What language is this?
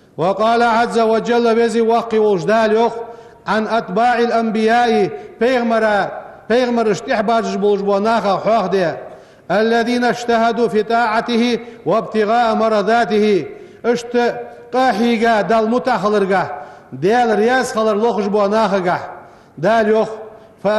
Ingush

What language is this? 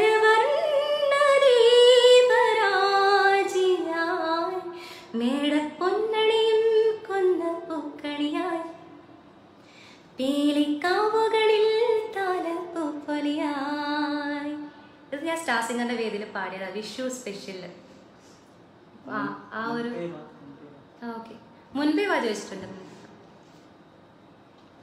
Malayalam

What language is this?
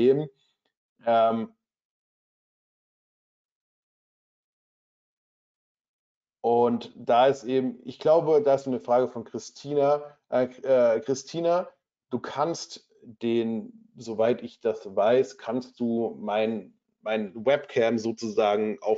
German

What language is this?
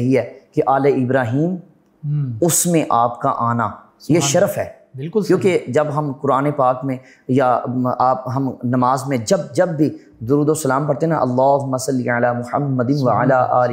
Urdu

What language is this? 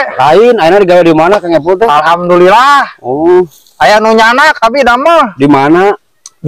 Sundanese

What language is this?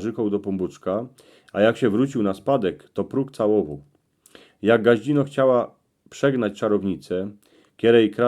Silesian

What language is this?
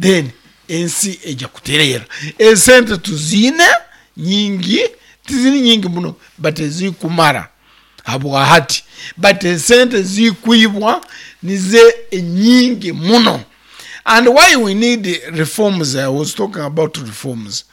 Nyankole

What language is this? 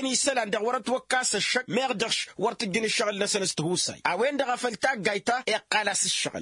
Tamasheq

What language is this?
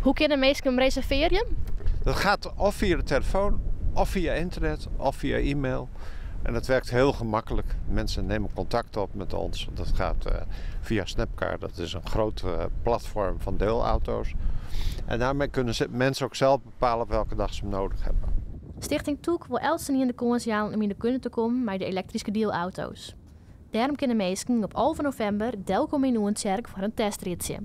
Western Frisian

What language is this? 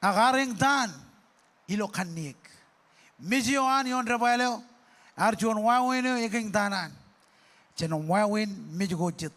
Marshallese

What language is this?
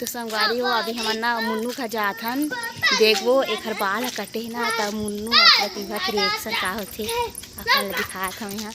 Chhattisgarhi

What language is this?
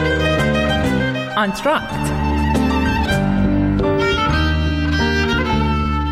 Persian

